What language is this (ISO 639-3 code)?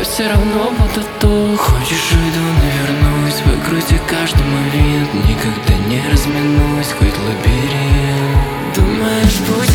rus